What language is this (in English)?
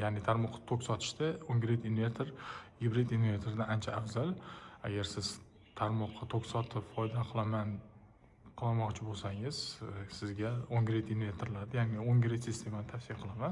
Uzbek